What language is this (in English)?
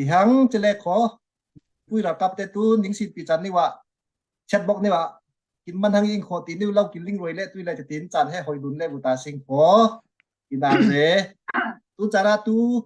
Falam Chin